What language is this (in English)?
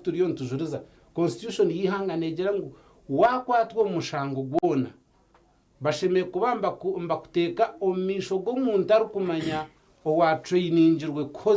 Nyankole